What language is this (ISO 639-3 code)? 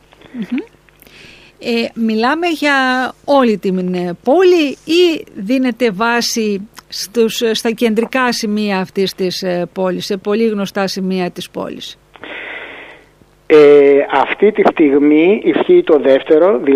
ell